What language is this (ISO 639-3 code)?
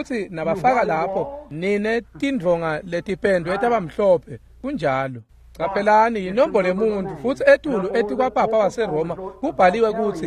ssw